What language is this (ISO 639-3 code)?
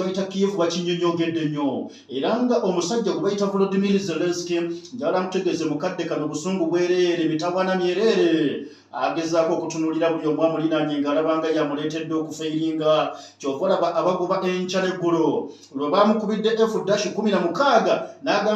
lug